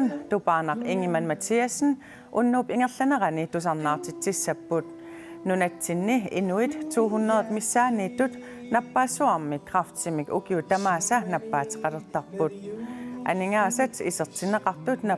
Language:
Kalaallisut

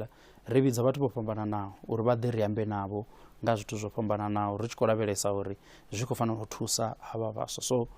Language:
Venda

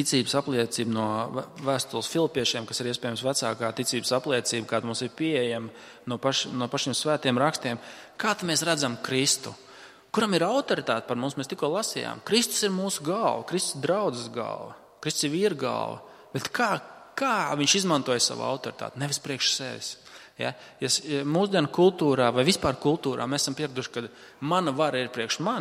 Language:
Latvian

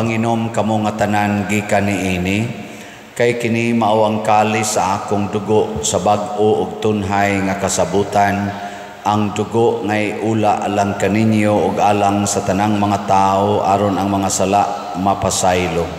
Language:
Cebuano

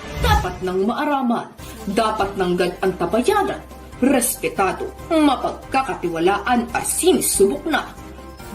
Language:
Bikol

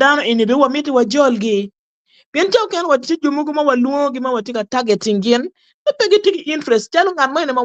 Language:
Acoli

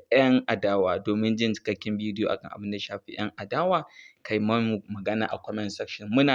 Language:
Hausa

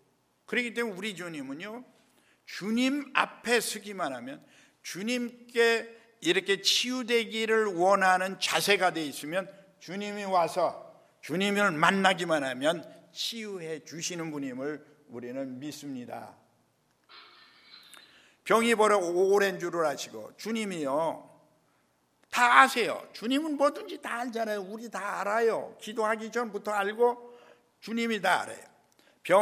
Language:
Korean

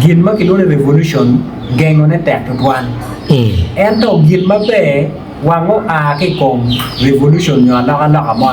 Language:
Acoli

